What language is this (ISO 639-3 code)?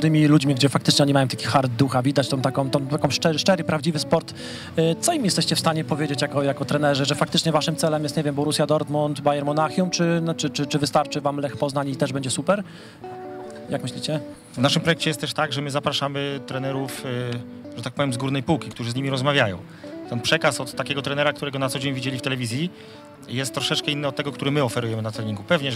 pol